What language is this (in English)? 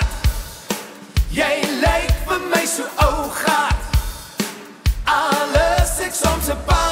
Afrikaans